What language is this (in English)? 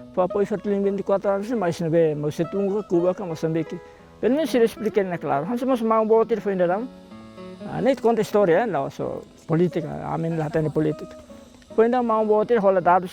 Tetum